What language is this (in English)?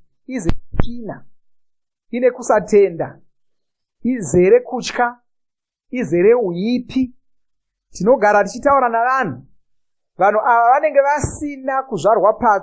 Shona